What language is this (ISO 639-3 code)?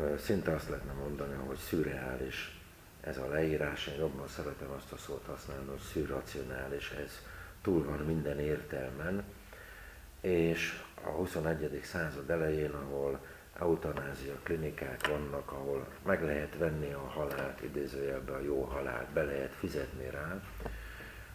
hun